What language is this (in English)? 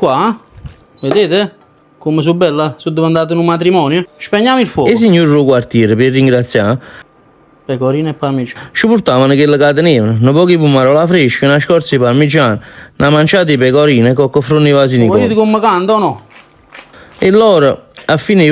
Neapolitan